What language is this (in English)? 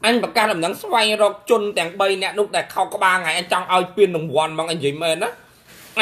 Khmer